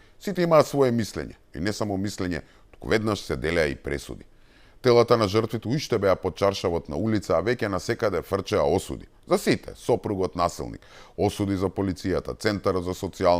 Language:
Macedonian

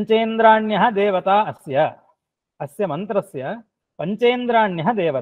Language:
Sanskrit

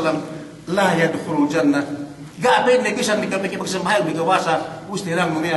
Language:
Yakan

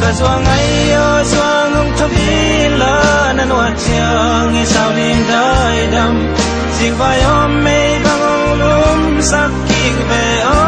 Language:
Tedim Chin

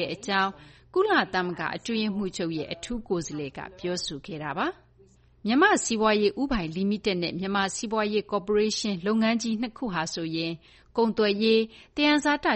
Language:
Burmese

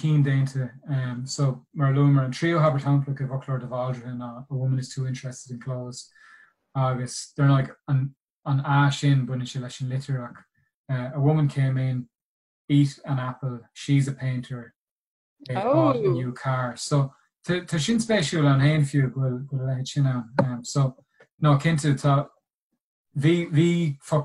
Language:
Irish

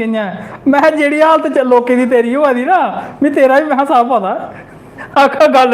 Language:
Dogri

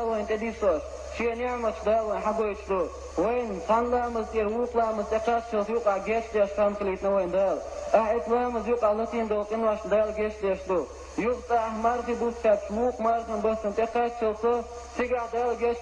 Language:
Chechen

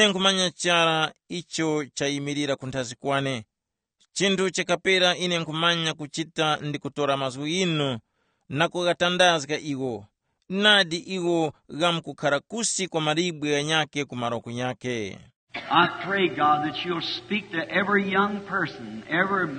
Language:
Tumbuka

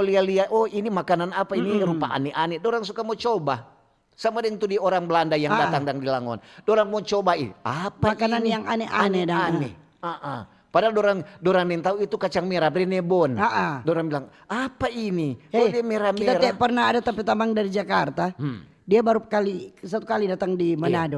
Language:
Manado Malay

